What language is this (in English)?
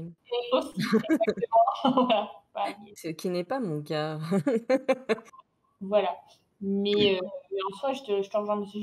French